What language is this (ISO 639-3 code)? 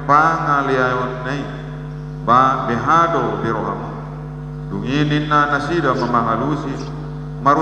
bbc